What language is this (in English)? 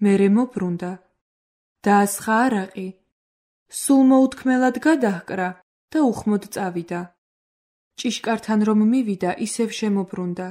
Georgian